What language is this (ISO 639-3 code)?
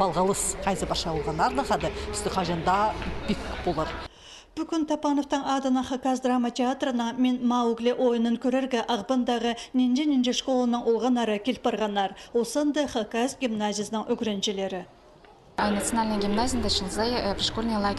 kjh